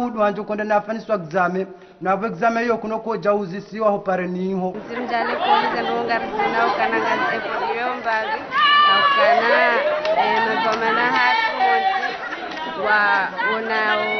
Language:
Ngazidja Comorian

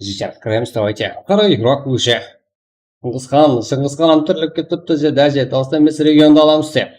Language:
Kara-Kalpak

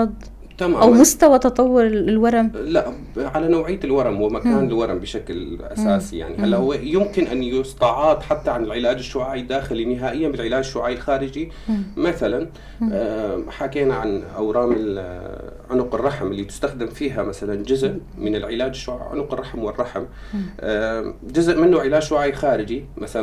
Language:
North Levantine Arabic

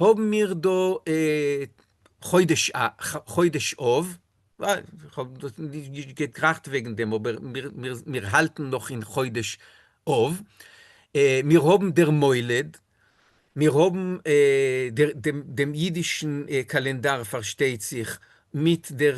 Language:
Yiddish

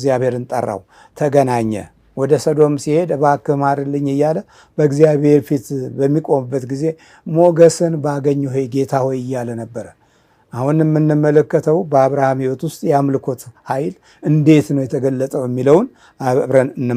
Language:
Amharic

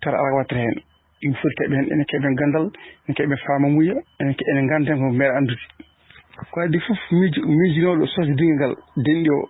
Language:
Fula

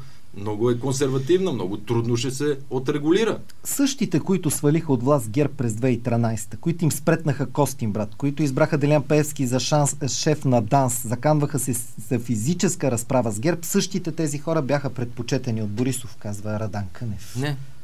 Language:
Bulgarian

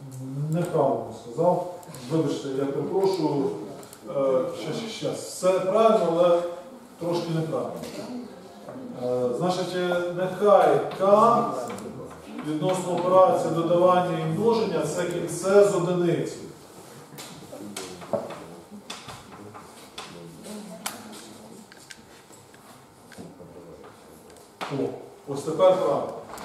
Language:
Ukrainian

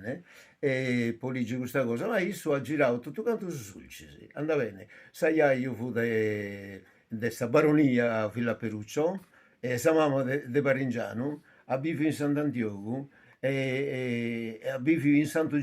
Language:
Sardinian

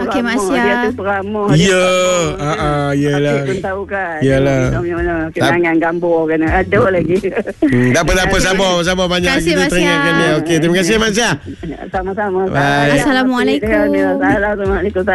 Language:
Malay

